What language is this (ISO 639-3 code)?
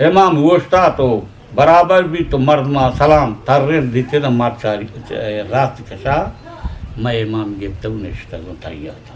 bgp